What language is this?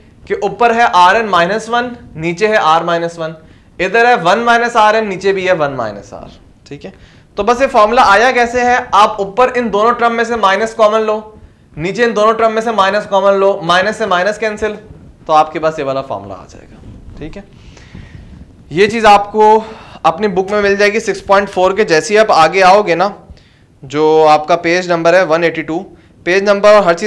Hindi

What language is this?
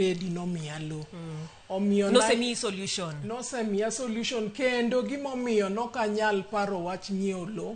Luo (Kenya and Tanzania)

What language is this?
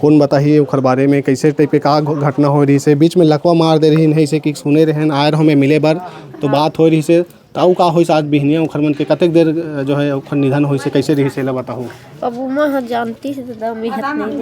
Chhattisgarhi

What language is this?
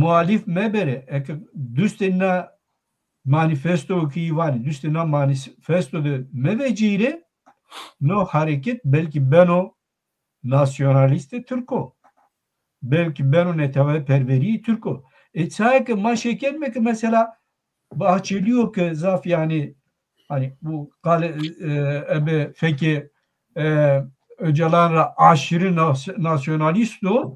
Zaza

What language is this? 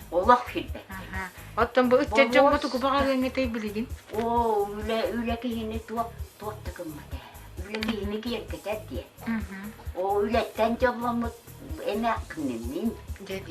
Yakut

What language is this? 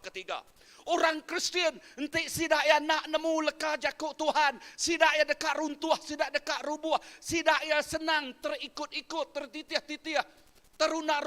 Iban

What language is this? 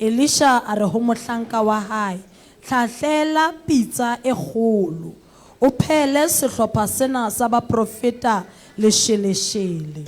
Southern Sotho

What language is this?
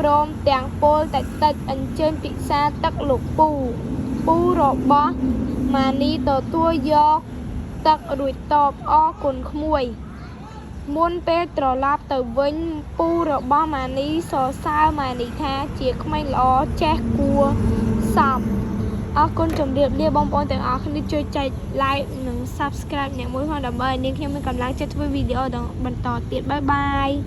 Khmer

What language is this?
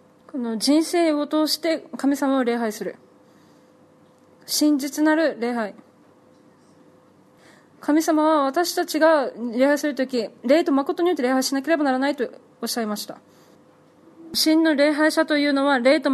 Japanese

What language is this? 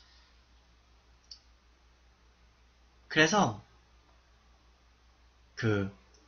Korean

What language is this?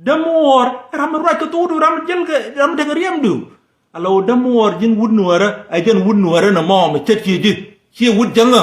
Nuer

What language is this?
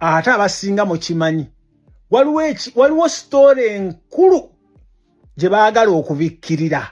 Ganda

